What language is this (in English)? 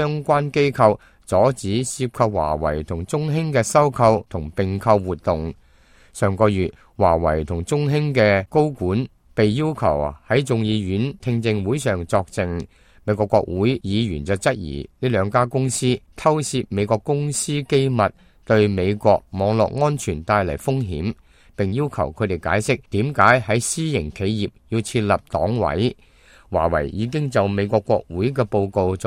Cantonese